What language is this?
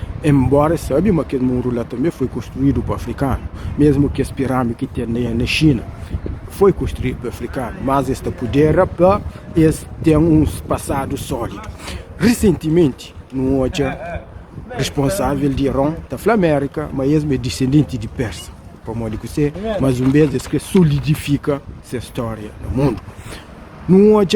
Kabuverdianu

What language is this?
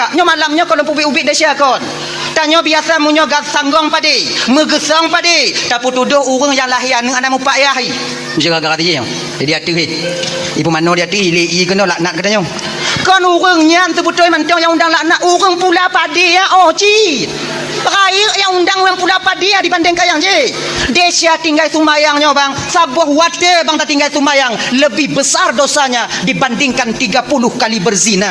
Achinese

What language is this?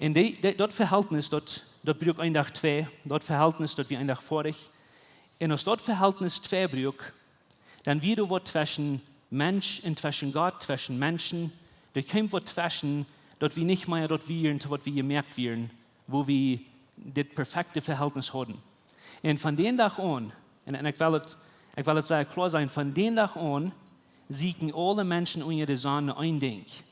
Plautdietsch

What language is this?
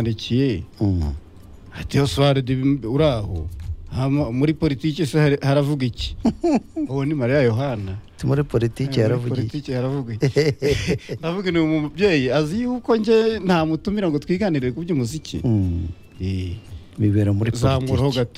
Kinyarwanda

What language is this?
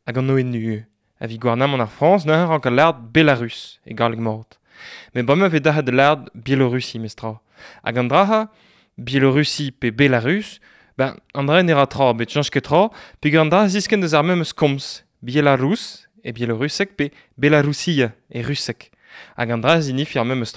Breton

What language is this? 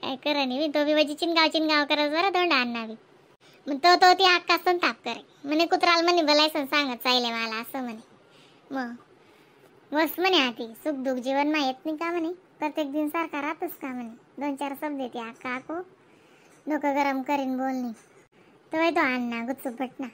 Khandesi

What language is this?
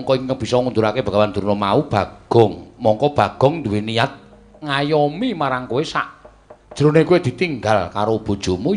Javanese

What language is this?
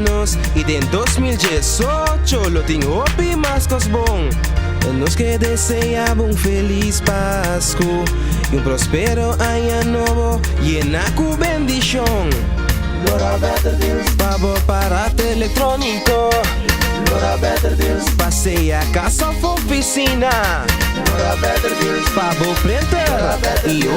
Papiamento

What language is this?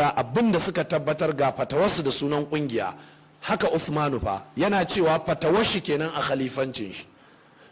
Hausa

